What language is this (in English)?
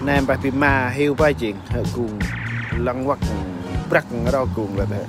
Central Mnong